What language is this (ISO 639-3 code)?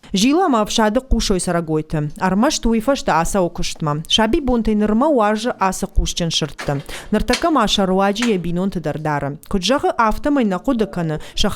oss